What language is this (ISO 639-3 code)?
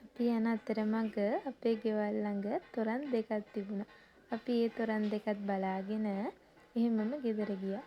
sin